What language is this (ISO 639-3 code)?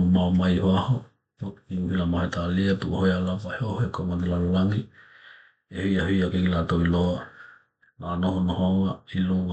tkl